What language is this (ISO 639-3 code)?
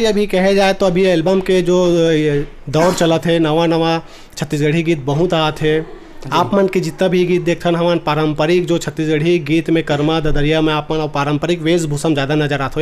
hne